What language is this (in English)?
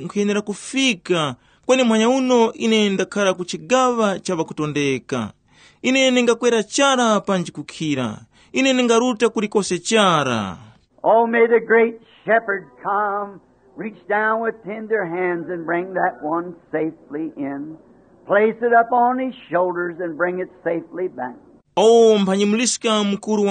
Tumbuka